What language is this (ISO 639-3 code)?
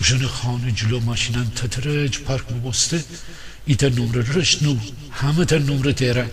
glk